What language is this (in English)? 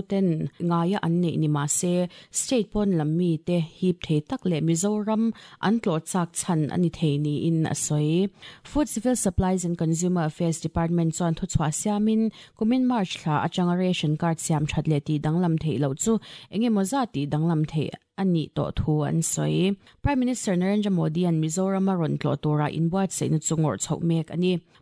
Mizo